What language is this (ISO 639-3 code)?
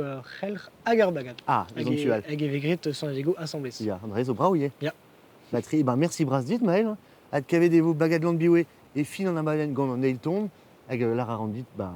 bre